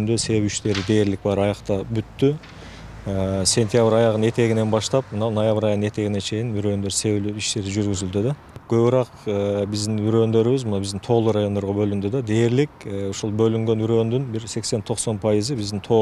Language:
Kyrgyz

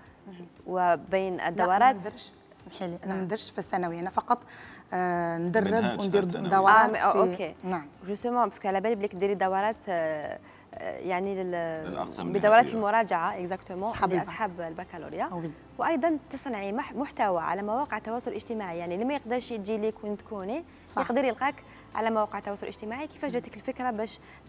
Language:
Algerian Arabic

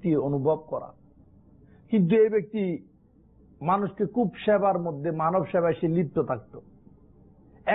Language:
Bangla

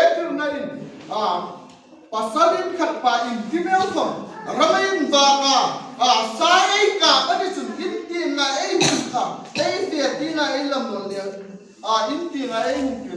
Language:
Hmar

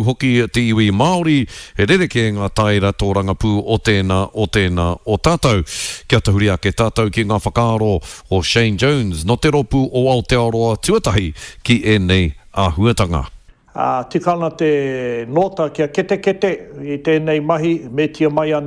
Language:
Māori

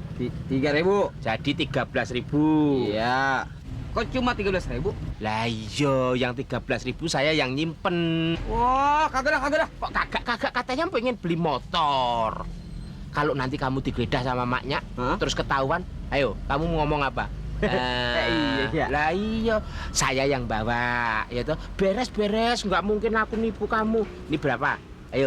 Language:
Betawi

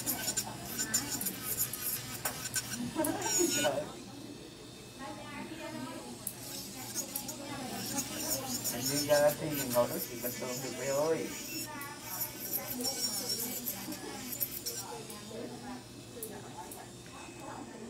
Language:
Vietnamese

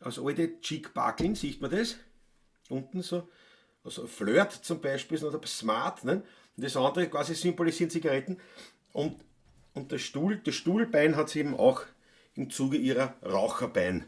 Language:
Bavarian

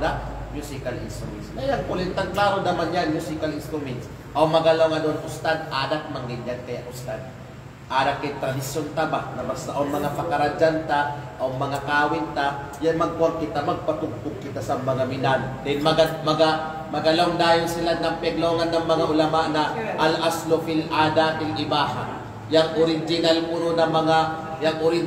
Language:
Kalagan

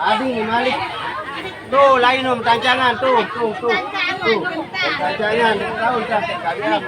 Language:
Sasak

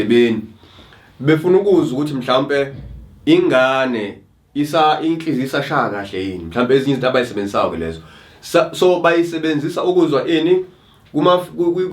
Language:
Zulu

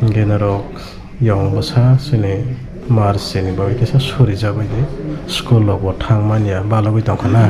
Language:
Kok Borok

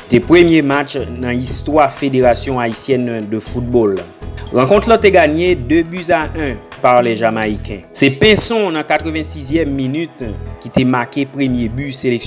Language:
Haitian Creole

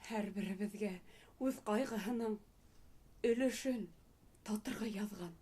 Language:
Bashkir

